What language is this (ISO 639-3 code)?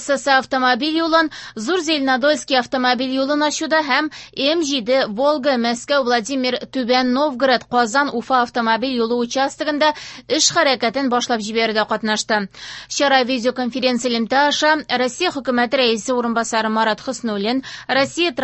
tat